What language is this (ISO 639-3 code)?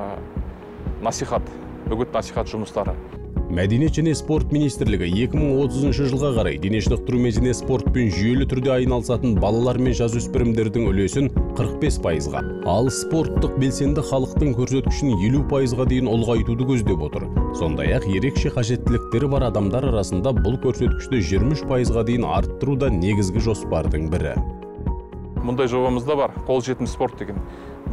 kaz